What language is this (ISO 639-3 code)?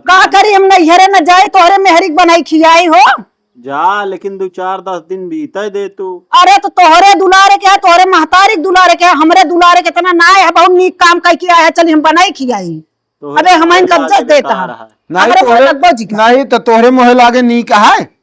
awa